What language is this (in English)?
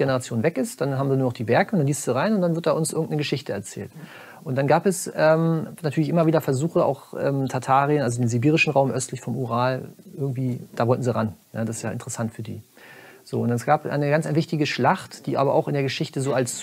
German